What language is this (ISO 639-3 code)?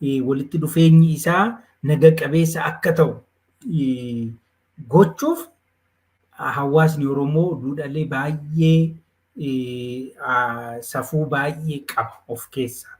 orm